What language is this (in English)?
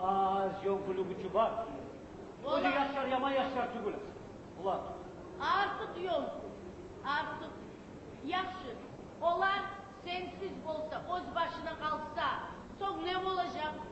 Kumyk